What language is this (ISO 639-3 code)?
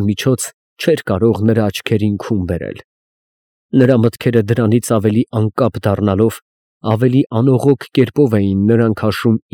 hye